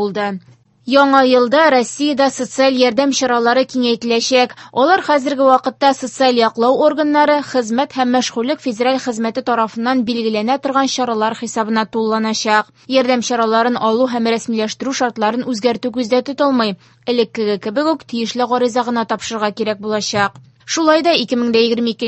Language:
Tatar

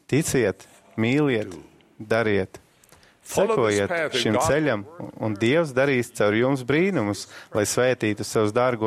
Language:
Latvian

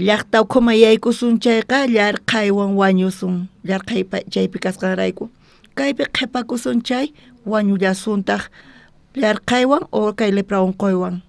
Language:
South Bolivian Quechua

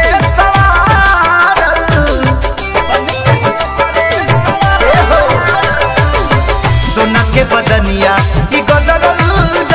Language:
Bhojpuri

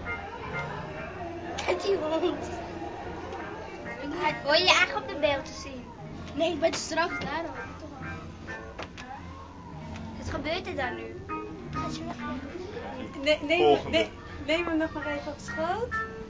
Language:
Dutch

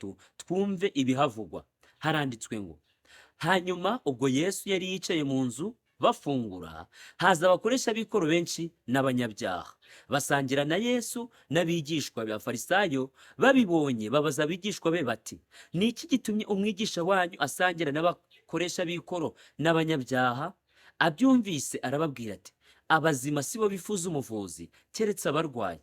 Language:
Kinyarwanda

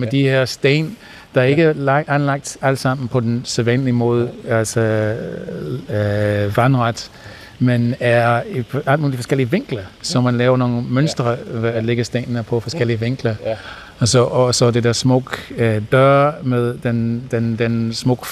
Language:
Danish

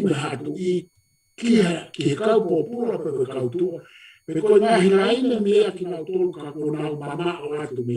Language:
Tongan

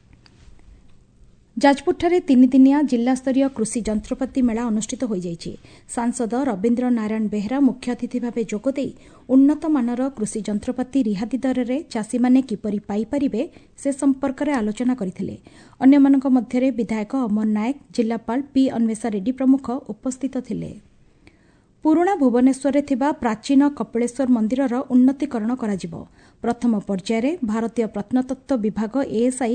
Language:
Odia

